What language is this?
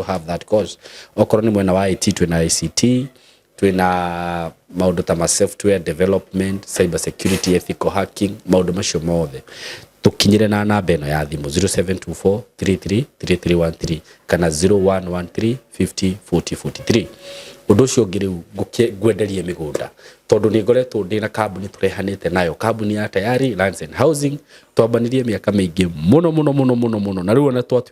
Kikuyu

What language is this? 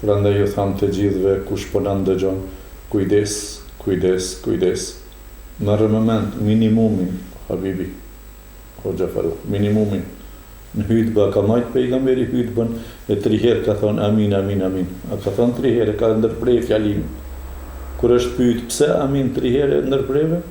Albanian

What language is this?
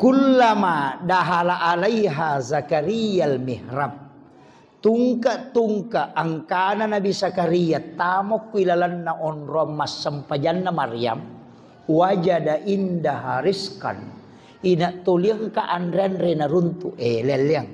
Buginese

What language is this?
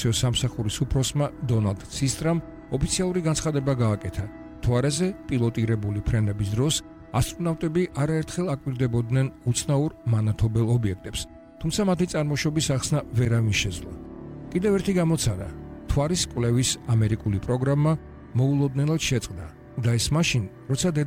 Georgian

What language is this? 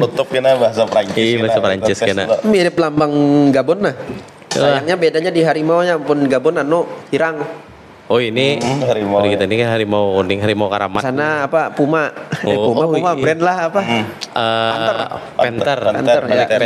Banjar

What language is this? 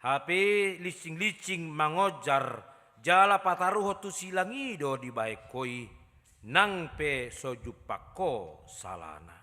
Batak Toba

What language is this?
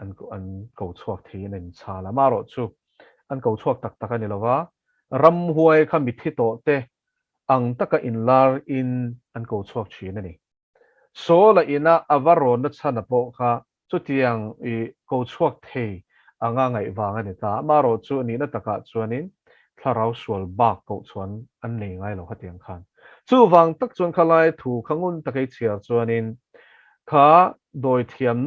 Mizo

